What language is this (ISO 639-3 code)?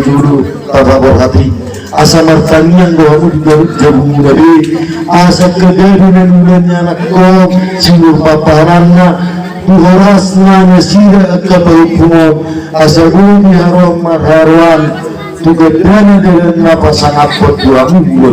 bbc